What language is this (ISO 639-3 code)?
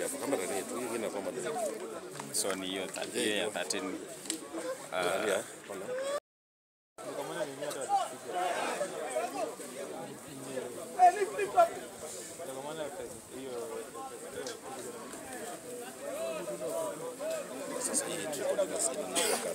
swa